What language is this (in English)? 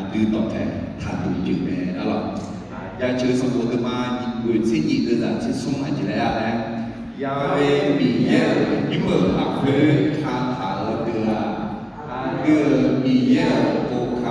Akha